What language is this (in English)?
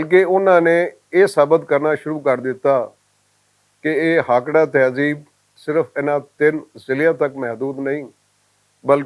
Western Panjabi